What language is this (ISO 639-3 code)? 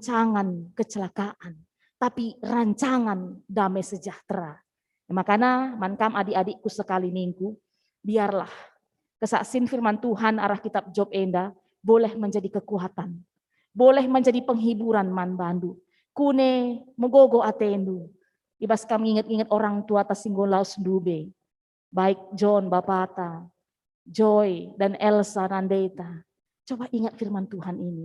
btx